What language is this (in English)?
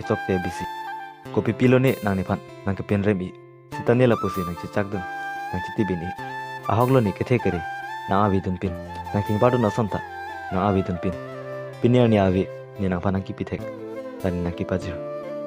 Karbi